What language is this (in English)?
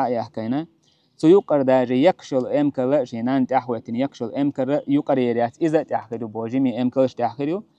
Chechen